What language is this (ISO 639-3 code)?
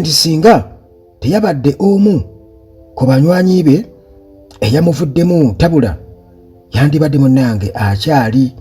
lug